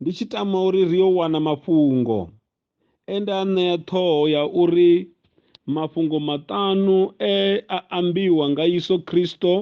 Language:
Venda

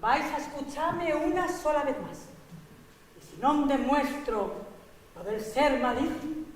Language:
Asturian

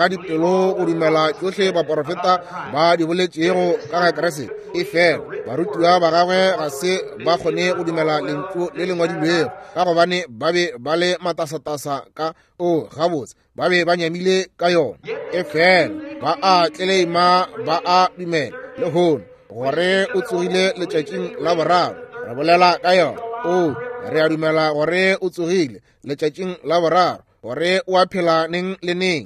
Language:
Northern Sotho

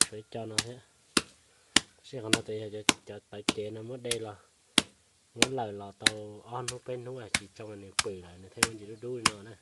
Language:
Hmong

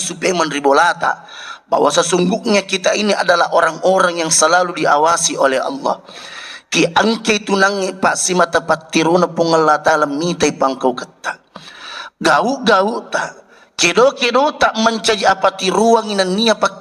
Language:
Buginese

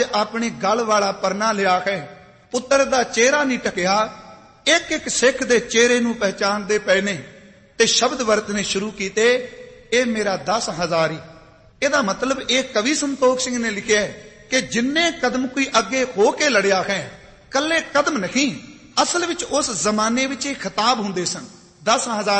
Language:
Punjabi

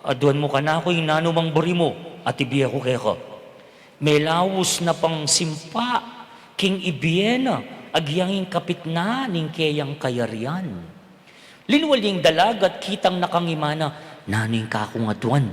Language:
Pampanga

